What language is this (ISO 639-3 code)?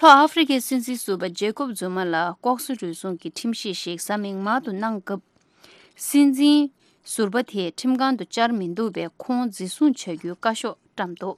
bod